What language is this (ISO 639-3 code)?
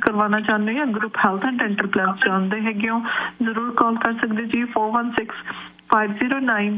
pan